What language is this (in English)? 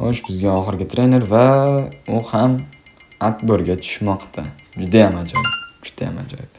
Uzbek